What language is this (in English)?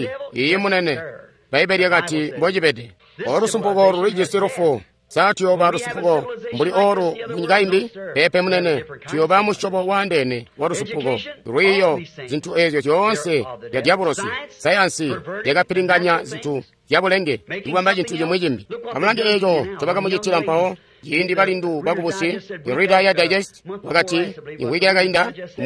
Tonga (Zambia)